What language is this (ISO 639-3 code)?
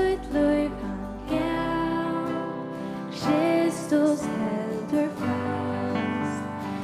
fao